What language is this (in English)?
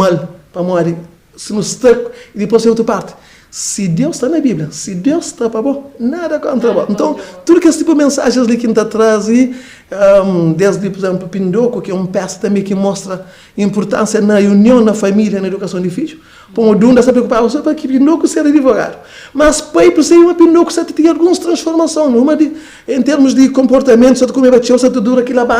Kabuverdianu